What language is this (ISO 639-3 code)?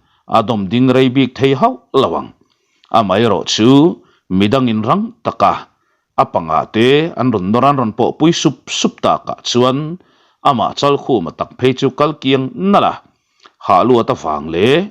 lus